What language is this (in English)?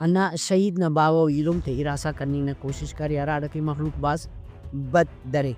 Brahui